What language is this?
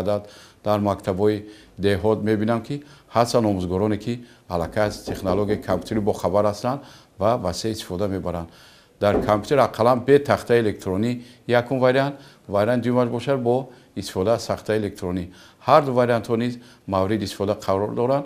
Tajik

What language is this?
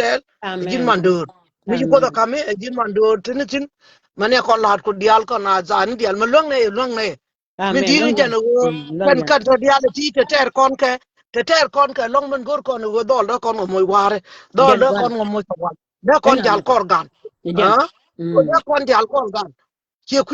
Nuer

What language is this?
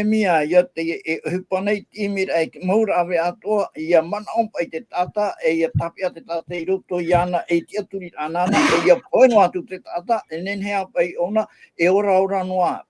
Tahitian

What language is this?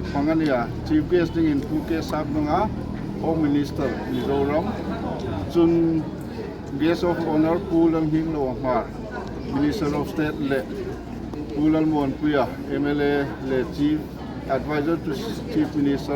Hmar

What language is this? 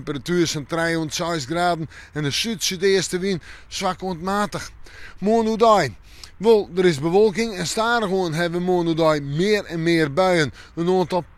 Western Frisian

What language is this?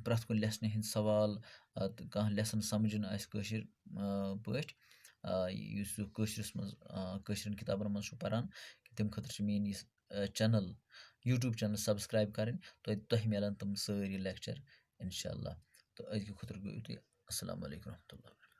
Kashmiri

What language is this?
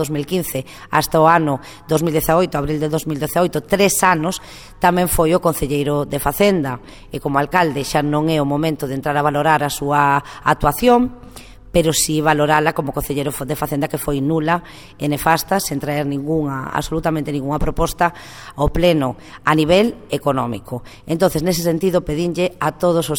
Galician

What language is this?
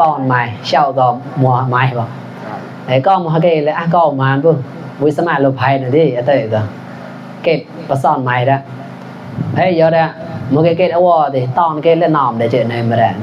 Mon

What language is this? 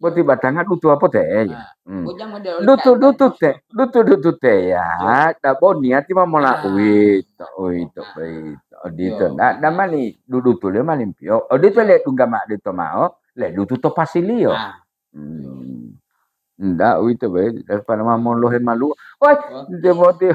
Gorontalo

